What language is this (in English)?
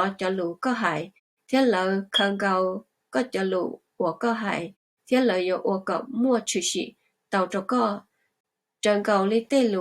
Hmong